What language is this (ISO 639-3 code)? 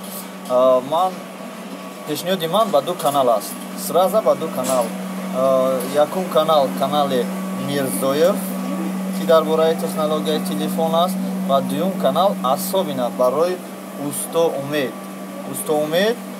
tgk